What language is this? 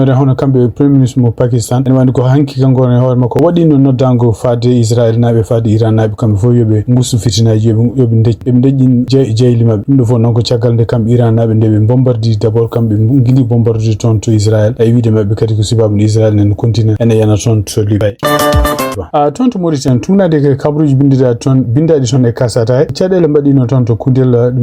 Fula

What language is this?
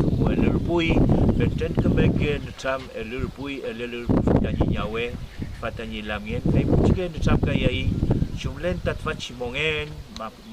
Mapuche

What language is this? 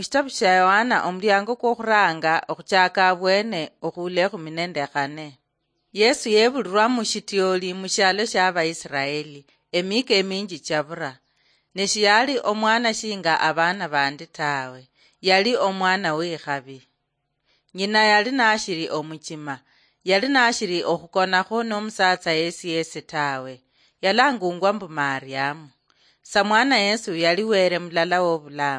Luyia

